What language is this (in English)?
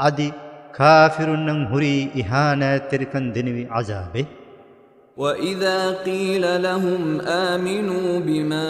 Divehi